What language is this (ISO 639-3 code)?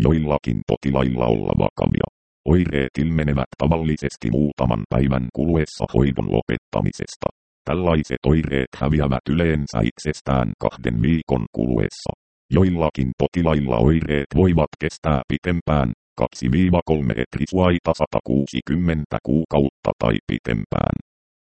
fin